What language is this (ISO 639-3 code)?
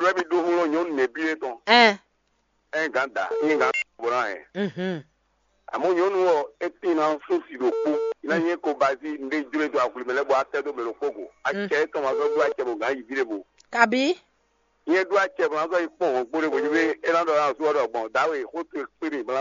fon